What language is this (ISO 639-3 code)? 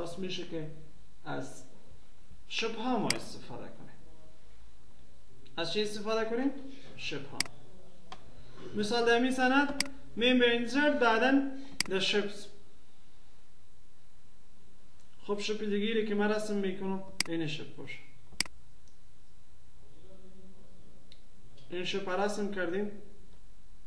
fas